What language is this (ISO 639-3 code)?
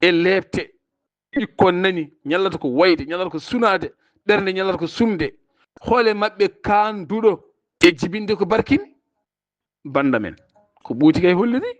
ful